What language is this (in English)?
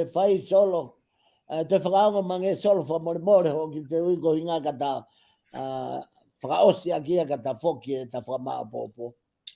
Tongan